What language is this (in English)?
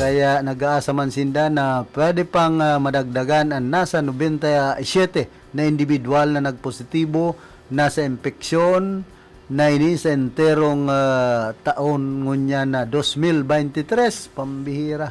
Bikol